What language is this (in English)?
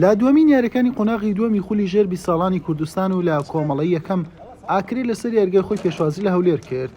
Central Kurdish